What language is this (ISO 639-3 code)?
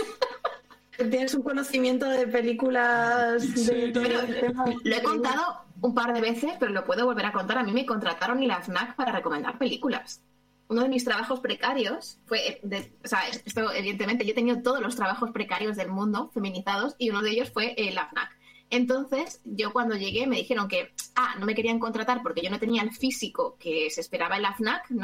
spa